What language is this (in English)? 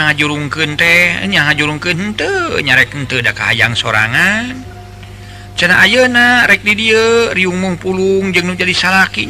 Sundanese